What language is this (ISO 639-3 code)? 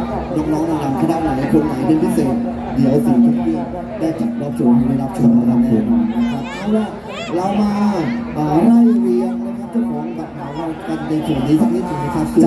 tha